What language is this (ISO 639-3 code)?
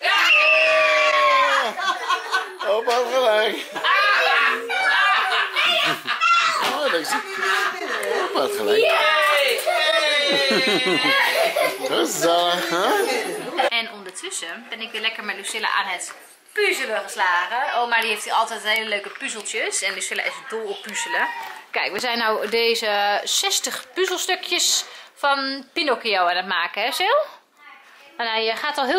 nld